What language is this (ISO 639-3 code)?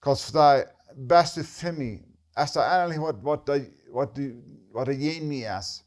pdt